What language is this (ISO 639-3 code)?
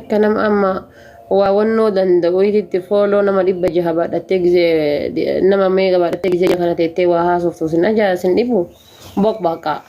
orm